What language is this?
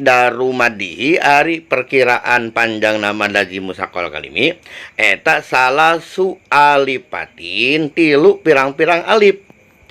Sundanese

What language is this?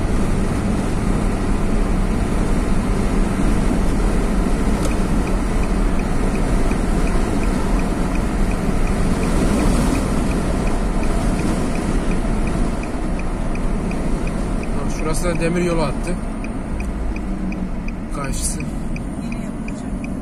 Turkish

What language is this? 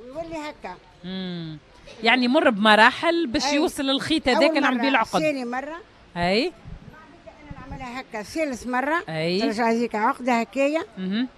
Tunisian Arabic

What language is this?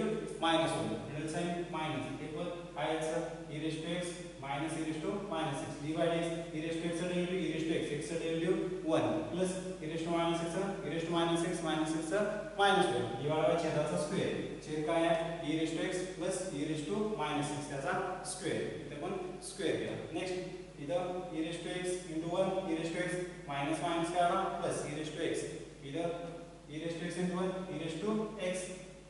Marathi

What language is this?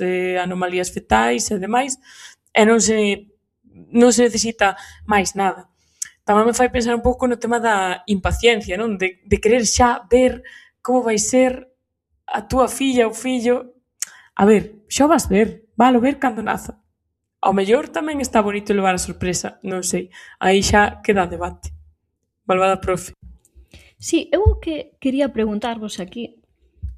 Galician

